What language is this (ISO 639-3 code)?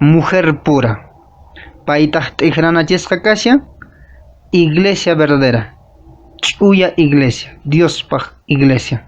que